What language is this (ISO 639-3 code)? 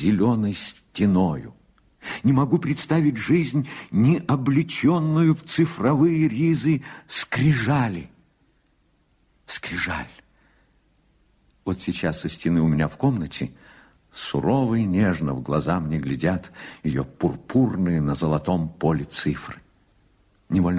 rus